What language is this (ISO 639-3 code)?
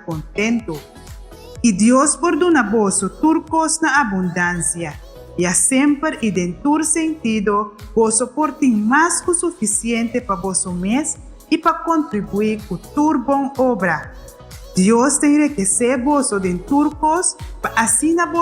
pap